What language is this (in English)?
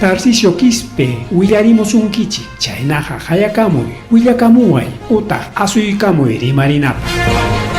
Ayacucho Quechua